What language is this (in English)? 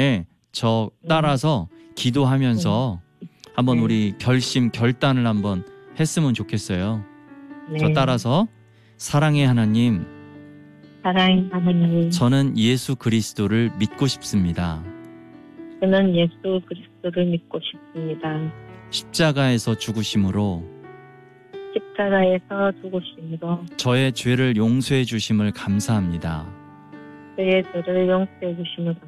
Korean